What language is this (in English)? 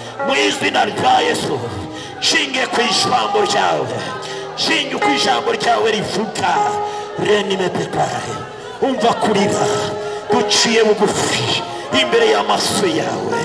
Kinyarwanda